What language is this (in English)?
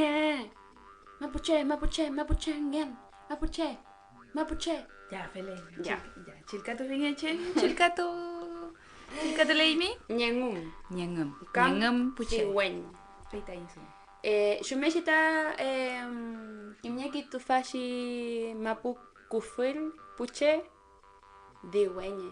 Mapuche